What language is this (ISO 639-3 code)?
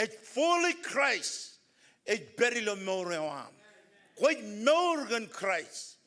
mah